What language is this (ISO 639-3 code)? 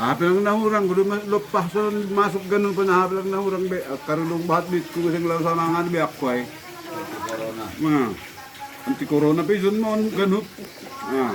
bts